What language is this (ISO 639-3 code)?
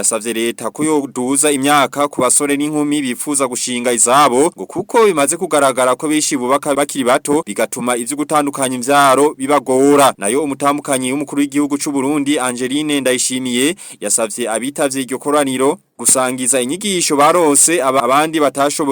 run